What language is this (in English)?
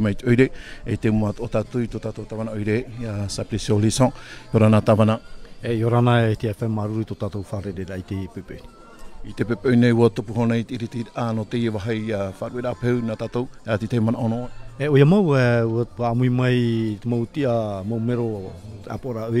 Tahitian